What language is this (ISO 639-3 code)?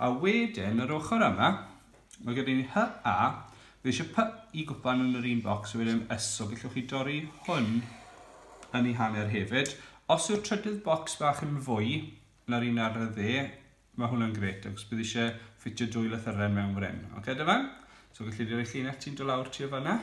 cym